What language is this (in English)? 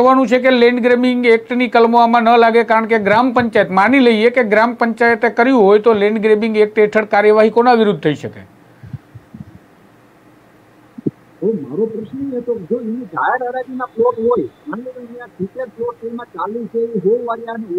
Gujarati